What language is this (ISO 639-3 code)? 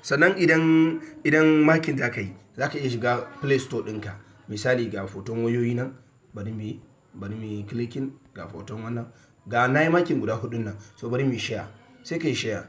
hau